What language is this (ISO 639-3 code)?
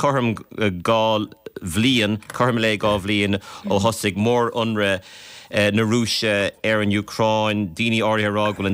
gle